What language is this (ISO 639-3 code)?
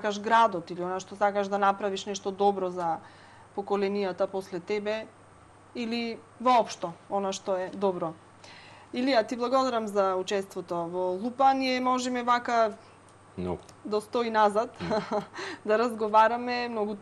mkd